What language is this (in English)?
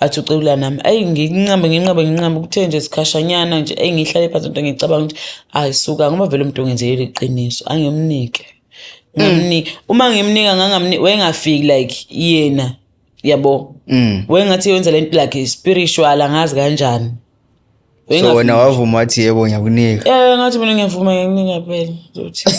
Zulu